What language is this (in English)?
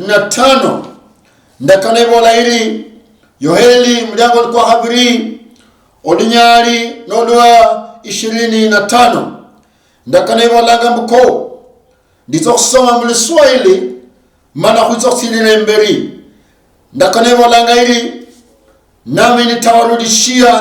Luyia